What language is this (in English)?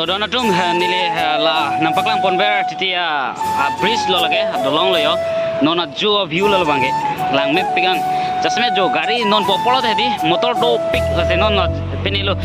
Karbi